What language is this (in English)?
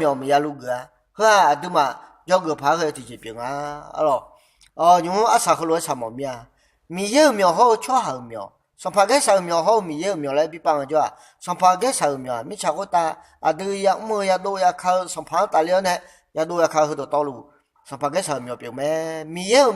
Akha